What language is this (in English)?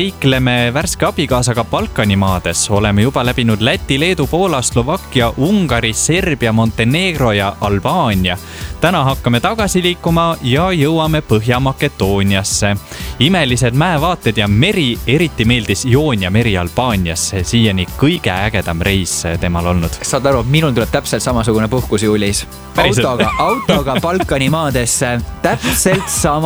Estonian